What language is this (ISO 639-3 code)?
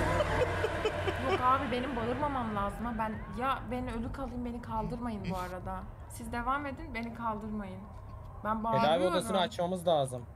tur